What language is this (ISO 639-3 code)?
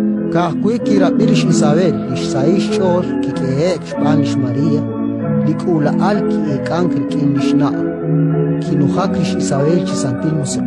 kek